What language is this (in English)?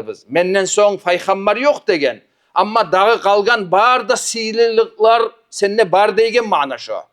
Kumyk